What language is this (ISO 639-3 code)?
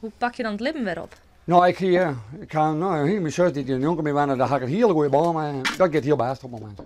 fry